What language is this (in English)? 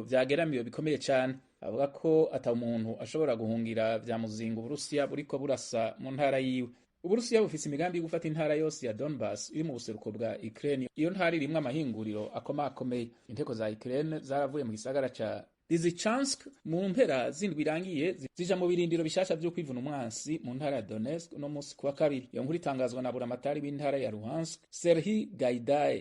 Rundi